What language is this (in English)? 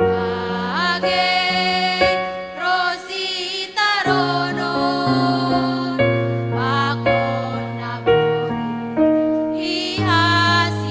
Batak Simalungun